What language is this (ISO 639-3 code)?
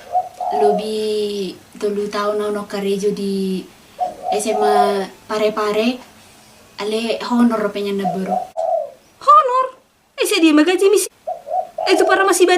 bbc